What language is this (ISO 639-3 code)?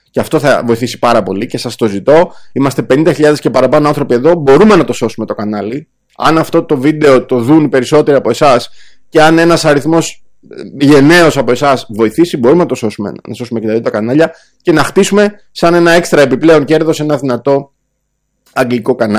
ell